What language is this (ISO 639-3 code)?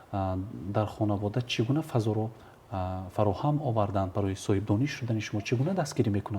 tgk